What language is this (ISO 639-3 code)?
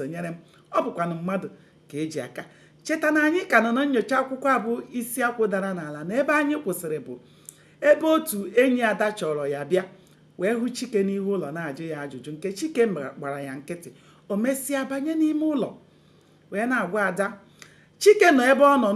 ibo